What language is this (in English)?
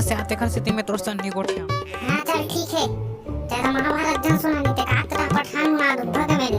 Chhattisgarhi